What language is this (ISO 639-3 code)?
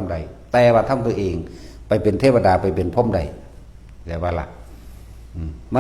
lao